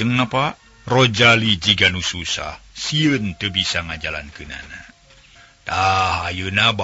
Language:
Sundanese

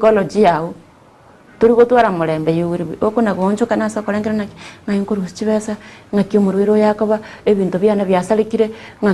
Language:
Gusii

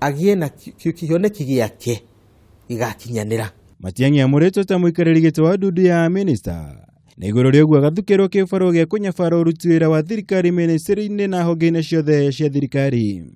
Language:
Kikuyu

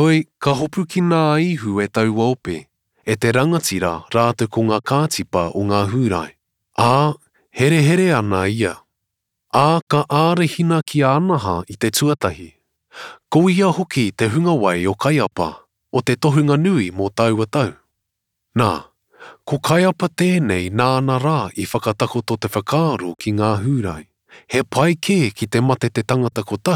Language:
Māori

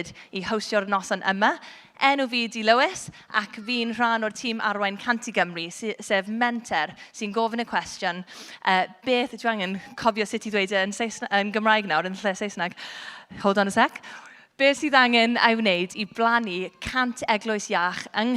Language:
Welsh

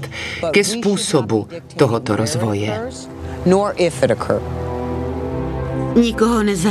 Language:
Czech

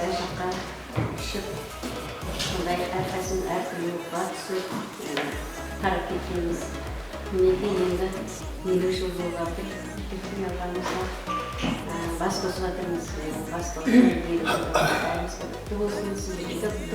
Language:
Kara-Kalpak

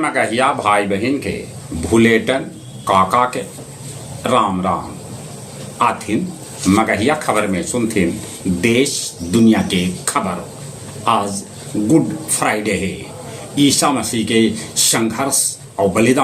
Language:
Magahi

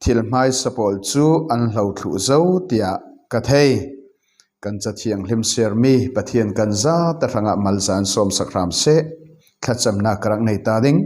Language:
Falam Chin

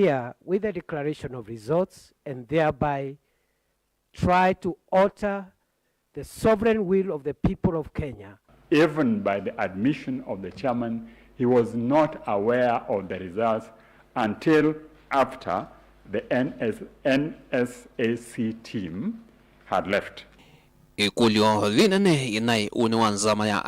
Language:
Kamba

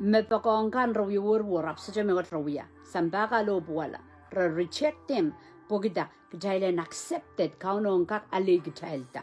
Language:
Pohnpeian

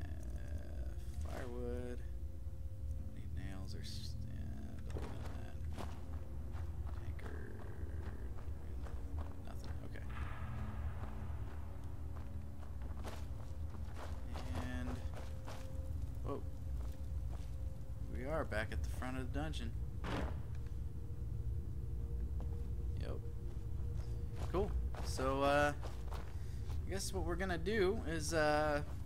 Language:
English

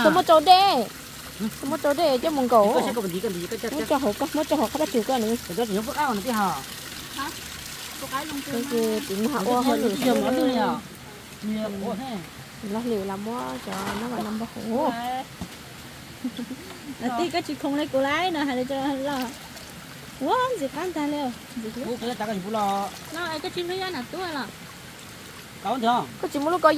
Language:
Vietnamese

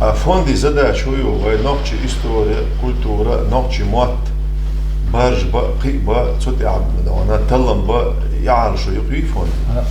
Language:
Chechen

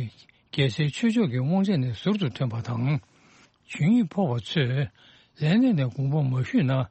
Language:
Tibetan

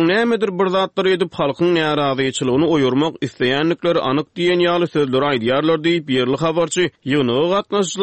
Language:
Turkmen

